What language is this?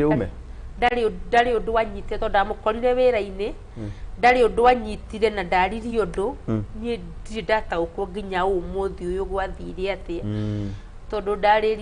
Kikuyu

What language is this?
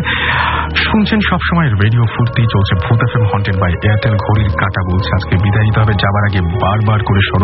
Bangla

